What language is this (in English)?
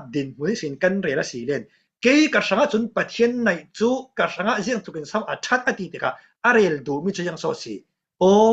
Falam Chin